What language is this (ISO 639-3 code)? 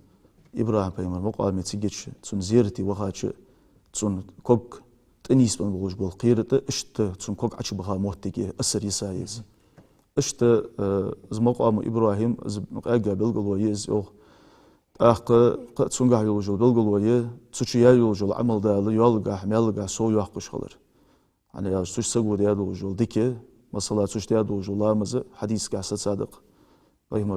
inh